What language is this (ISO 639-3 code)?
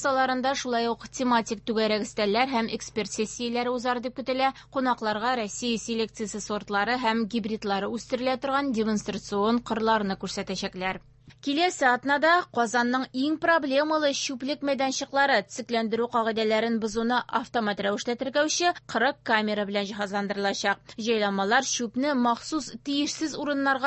tat